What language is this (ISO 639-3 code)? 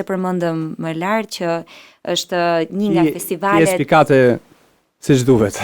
sqi